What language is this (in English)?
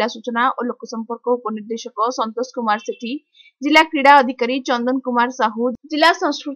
Odia